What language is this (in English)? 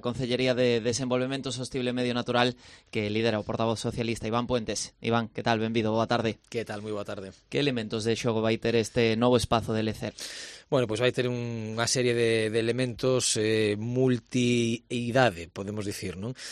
Galician